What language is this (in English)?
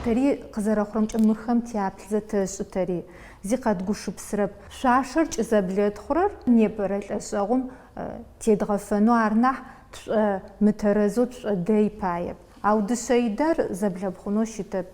Adyghe